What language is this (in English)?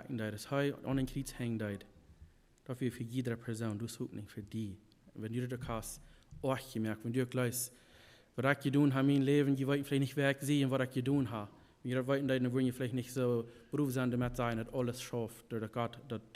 Plautdietsch